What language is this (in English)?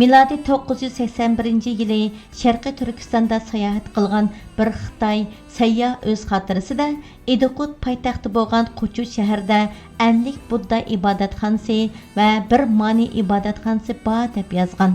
Uyghur